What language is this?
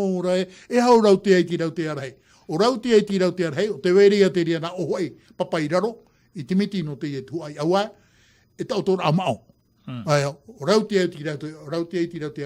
Tahitian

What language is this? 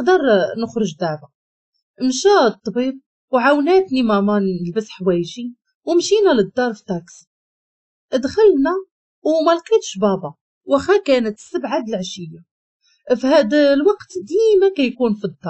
Moroccan Arabic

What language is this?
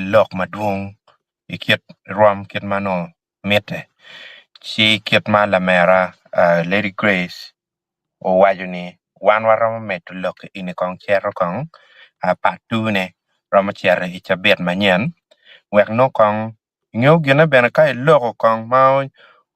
Acoli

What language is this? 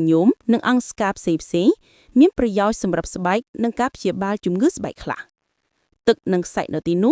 Khmer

